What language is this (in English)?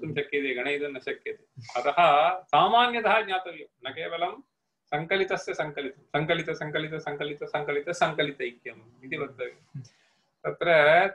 Sanskrit